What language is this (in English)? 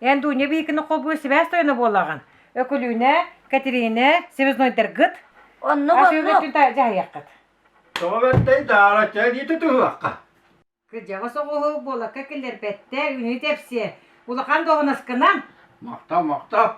Yakut